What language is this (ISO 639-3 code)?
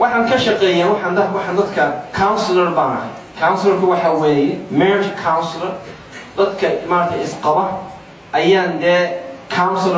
som